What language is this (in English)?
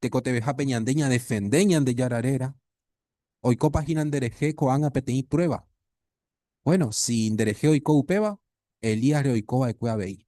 Guarani